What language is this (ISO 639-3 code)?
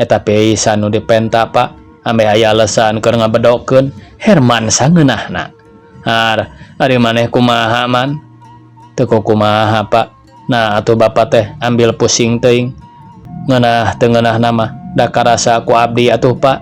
sun